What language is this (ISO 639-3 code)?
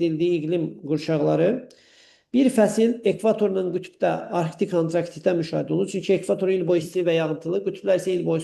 aze